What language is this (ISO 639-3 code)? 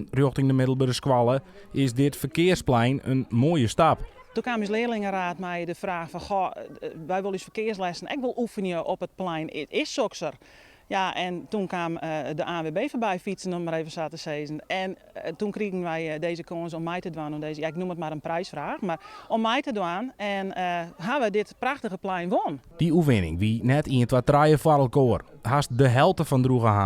fry